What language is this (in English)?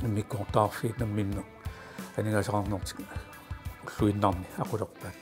Kalaallisut